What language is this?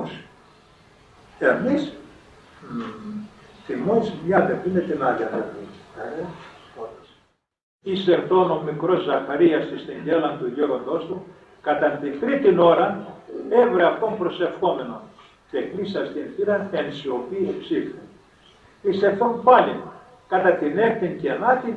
Greek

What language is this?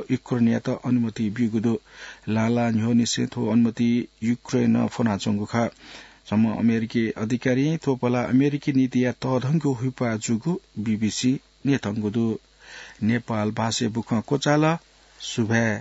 Newari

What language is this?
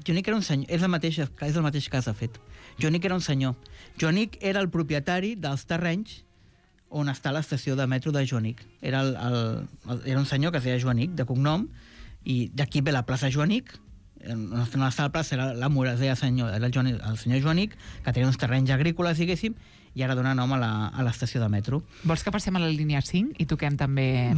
Catalan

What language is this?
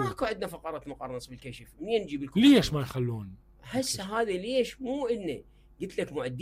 Mesopotamian Arabic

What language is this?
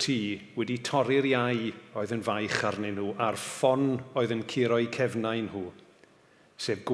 Welsh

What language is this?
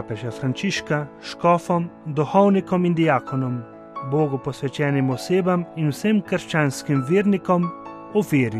Slovenian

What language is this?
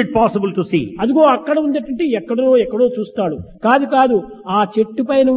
Telugu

